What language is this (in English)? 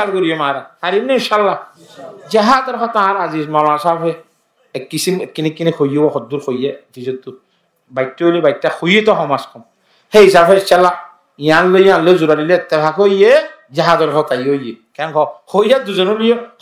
Rohingya